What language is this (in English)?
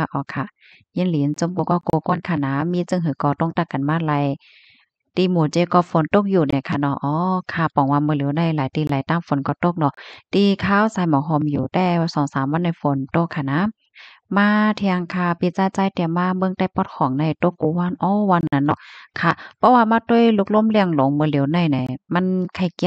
Shan